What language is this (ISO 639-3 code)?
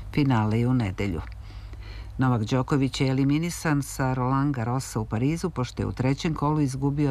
srp